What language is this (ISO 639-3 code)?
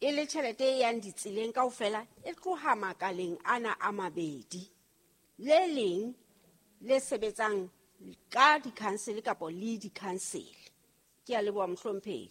sot